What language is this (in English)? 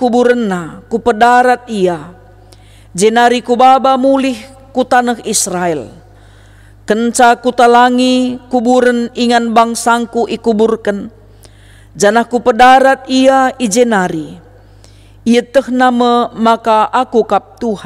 Batak Karo